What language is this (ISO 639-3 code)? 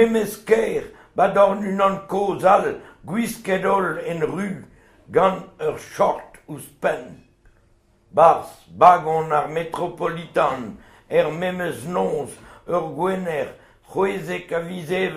bre